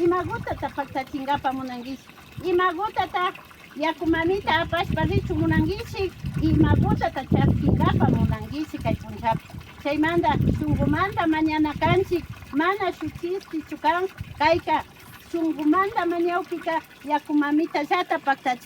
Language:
Imbabura Highland Quichua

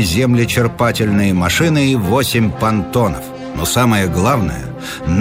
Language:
Russian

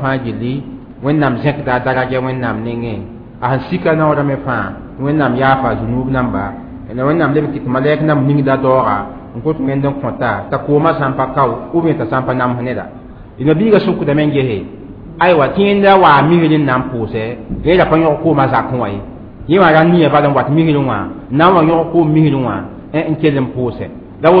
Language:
Mossi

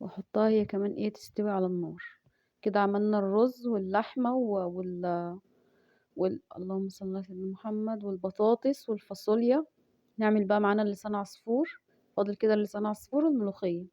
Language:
Egyptian Arabic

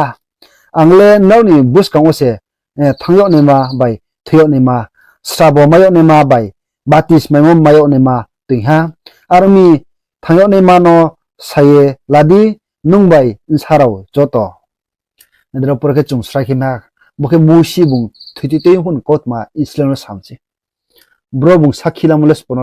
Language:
Riang (India)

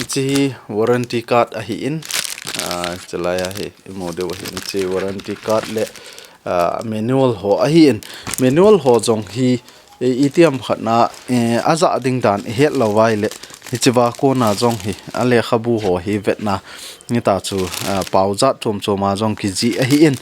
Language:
Thado Chin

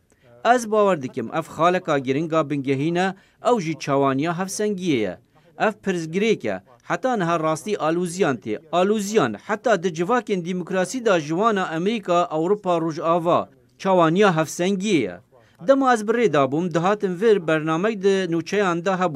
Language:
Kurdish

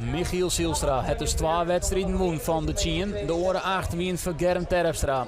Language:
Western Frisian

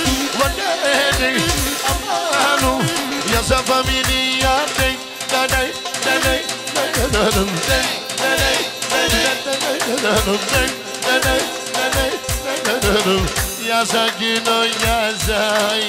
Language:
Turkish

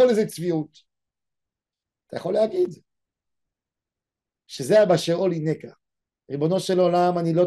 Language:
Hebrew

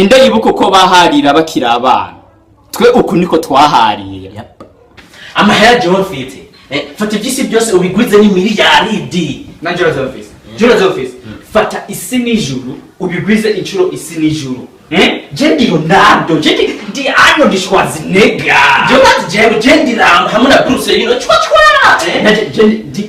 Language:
Rundi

